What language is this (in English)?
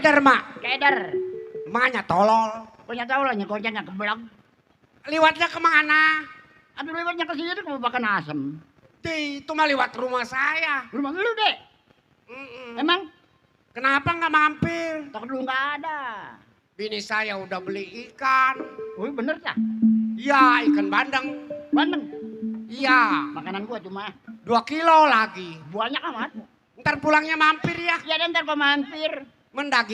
Betawi